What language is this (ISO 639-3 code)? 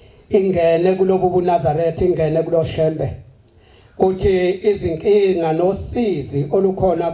zul